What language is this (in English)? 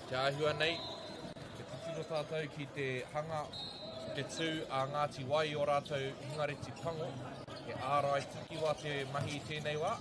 Māori